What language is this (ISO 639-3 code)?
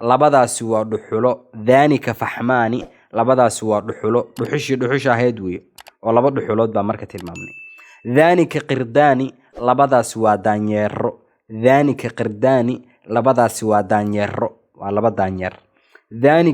som